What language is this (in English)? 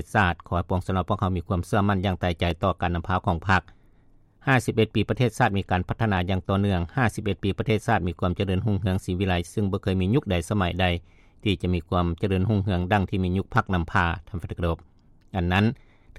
Lao